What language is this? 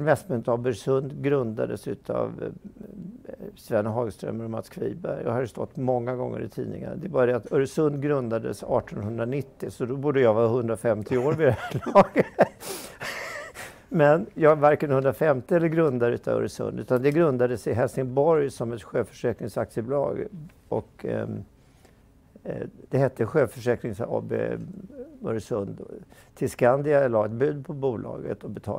Swedish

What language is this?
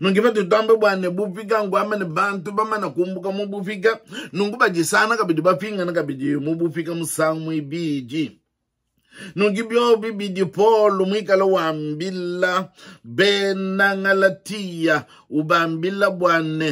Luba-Lulua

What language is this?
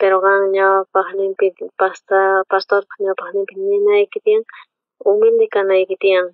South Bolivian Quechua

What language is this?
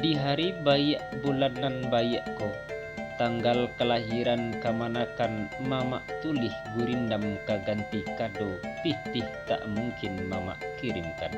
Minangkabau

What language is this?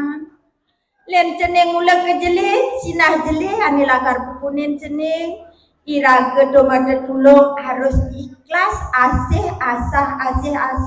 Balinese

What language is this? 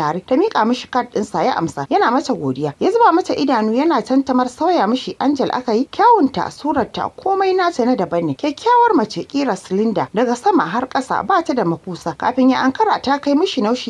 Hausa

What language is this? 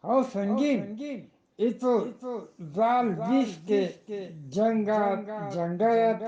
Eastern Balochi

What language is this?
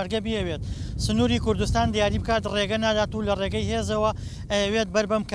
Central Kurdish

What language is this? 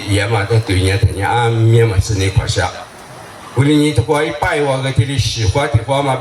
Lisu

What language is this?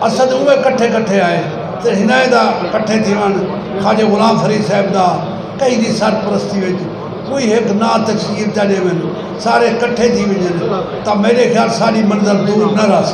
Saraiki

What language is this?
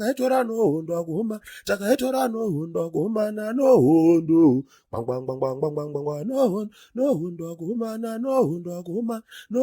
Shona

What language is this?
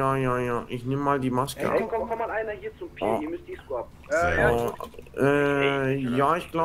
German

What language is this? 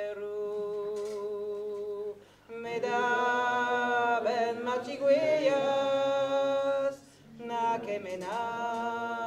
Breton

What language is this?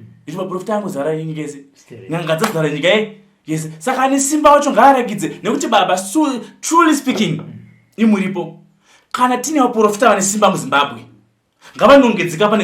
Shona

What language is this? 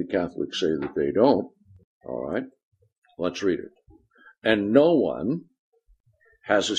English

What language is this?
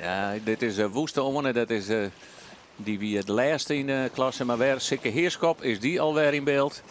Western Frisian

